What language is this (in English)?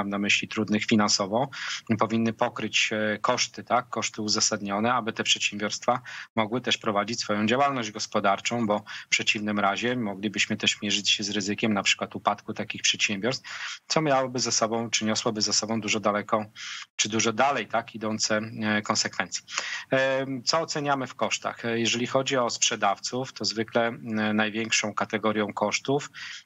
Polish